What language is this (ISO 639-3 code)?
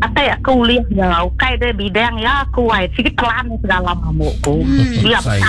iba